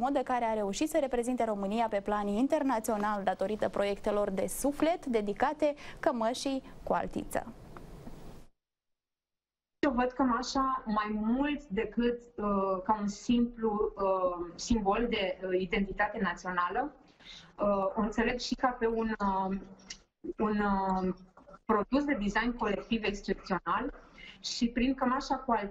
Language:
Romanian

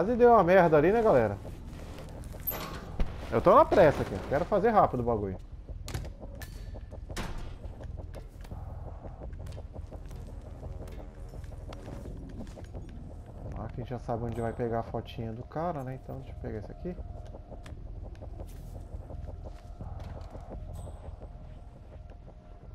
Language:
Portuguese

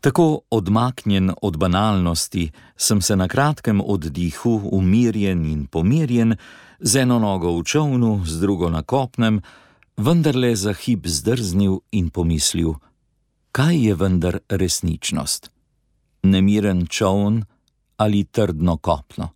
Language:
Slovenian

